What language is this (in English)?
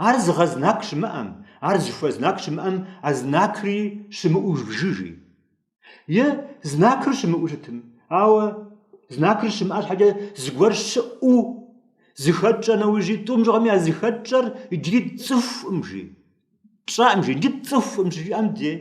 Kabardian